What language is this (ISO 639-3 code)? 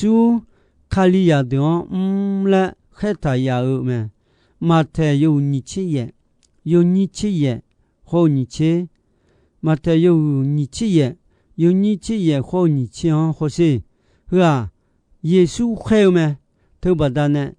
ahk